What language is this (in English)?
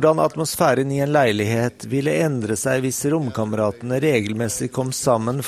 Norwegian